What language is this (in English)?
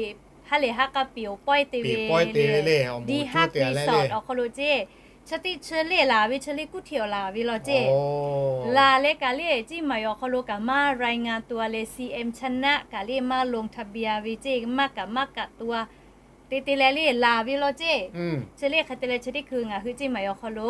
Lahu